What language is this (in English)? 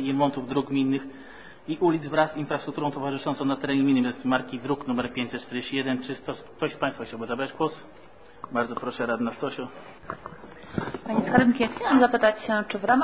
Polish